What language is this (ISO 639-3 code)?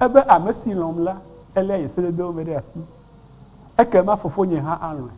ewe